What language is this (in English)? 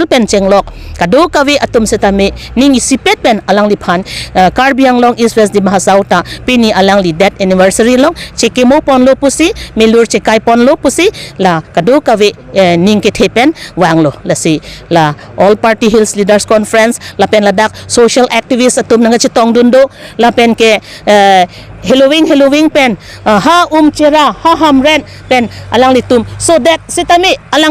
Karbi